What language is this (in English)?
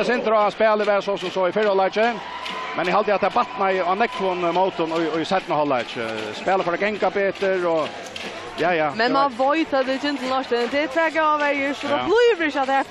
Faroese